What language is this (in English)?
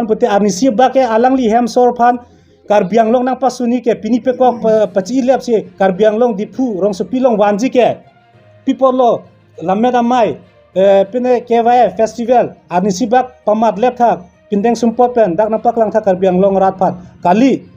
Karbi